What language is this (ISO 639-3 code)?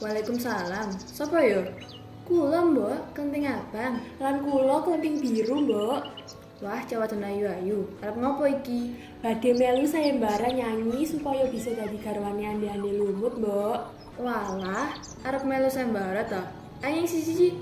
jav